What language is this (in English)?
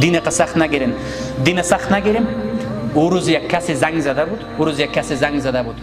Persian